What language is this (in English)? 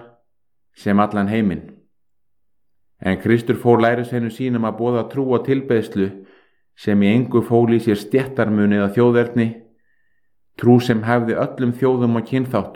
Icelandic